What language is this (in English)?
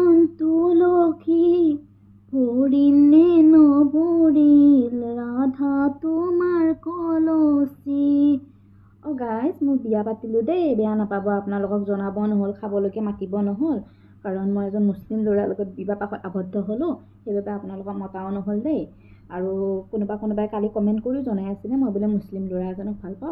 Assamese